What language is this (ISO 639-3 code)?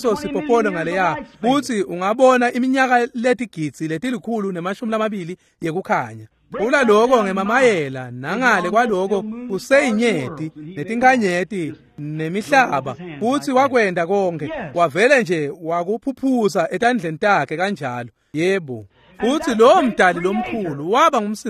ssw